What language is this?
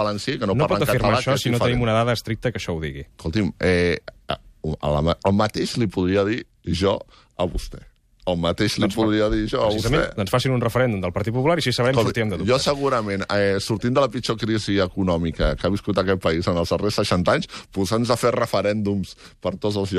Catalan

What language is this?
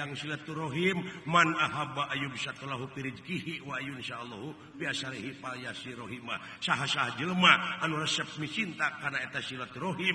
Sundanese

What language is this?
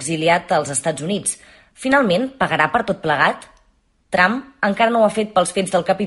Catalan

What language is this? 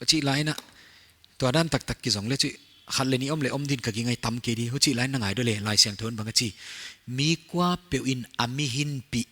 Paite Chin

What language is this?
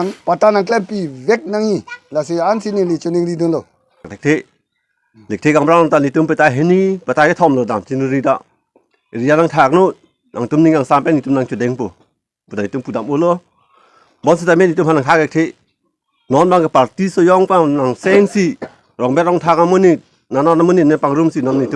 Karbi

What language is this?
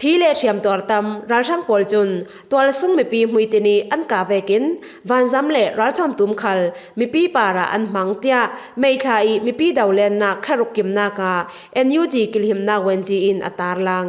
Falam Chin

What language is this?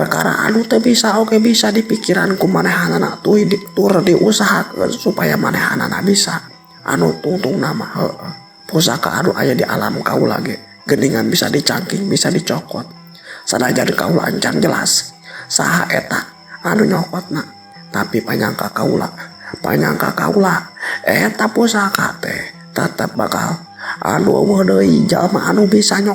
Sundanese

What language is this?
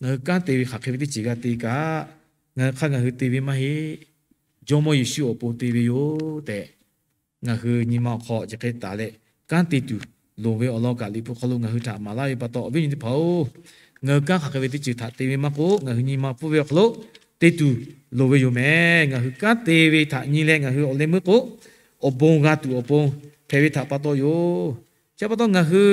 Lahu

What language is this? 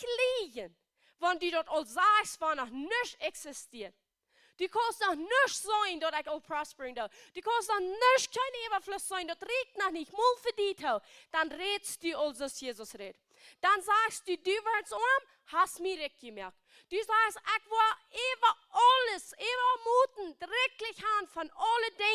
Plautdietsch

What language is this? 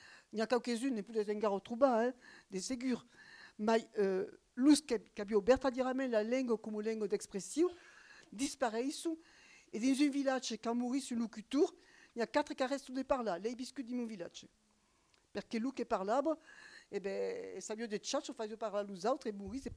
Occitan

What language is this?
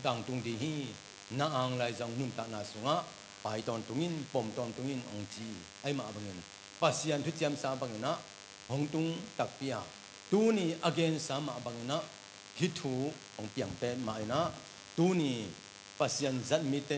Tedim Chin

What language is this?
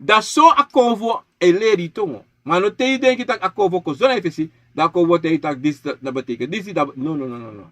Sranan Tongo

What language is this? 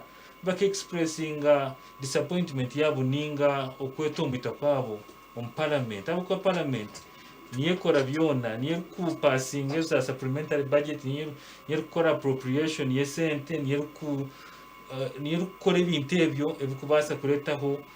Nyankole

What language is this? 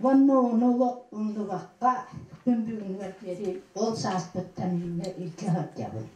Yakut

